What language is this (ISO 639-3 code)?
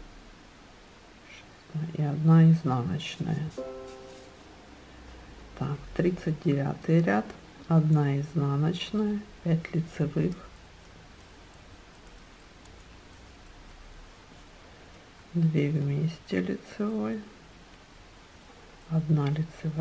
rus